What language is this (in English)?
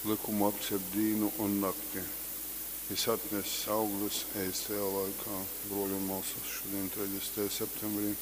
Latgalian